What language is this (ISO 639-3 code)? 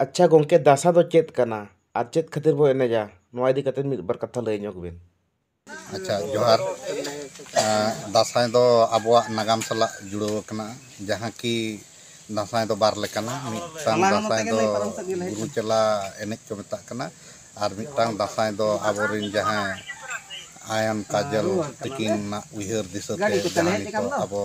sat